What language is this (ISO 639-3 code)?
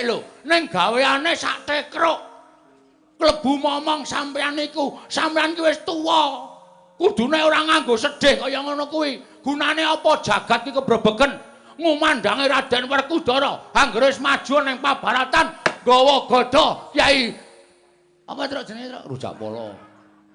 jav